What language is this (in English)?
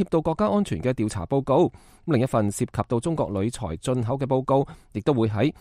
Cantonese